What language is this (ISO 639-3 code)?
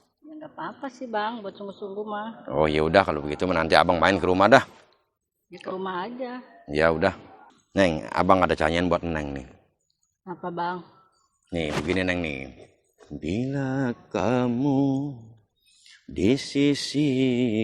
bew